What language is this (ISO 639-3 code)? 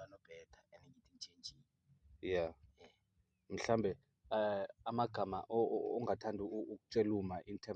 zul